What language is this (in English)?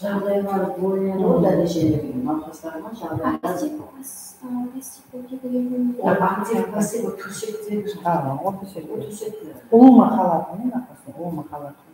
Kara-Kalpak